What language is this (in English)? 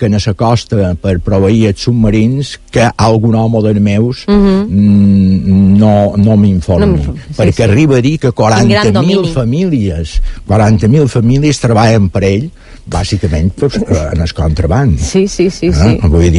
Catalan